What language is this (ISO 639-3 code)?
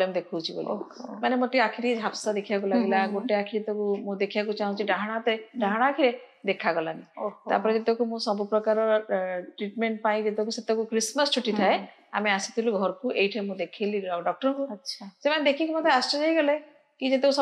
ori